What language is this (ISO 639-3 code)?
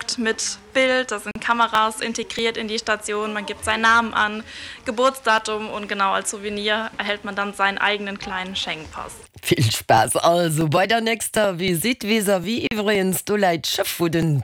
ltz